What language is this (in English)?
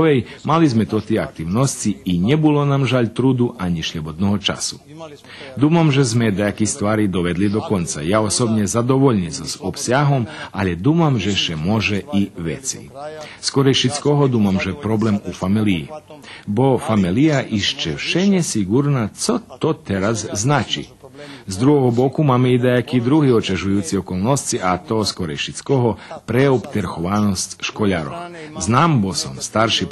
Rusyn